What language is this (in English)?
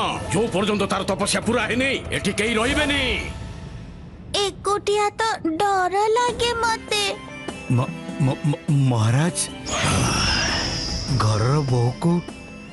Odia